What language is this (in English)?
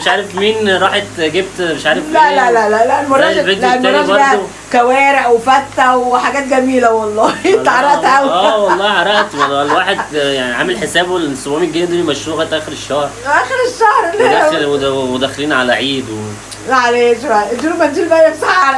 Egyptian Arabic